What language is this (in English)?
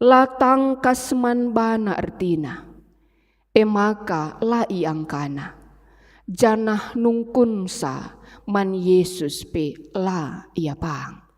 Batak Karo